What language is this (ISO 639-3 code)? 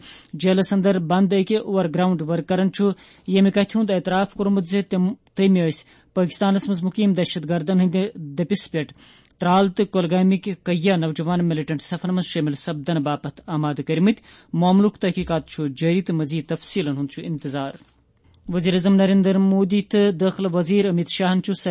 kas